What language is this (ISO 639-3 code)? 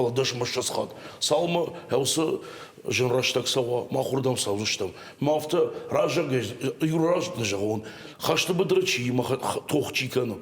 oss